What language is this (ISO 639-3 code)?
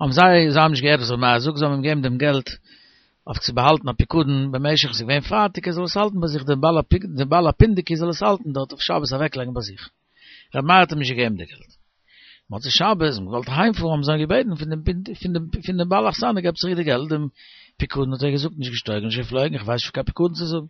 yid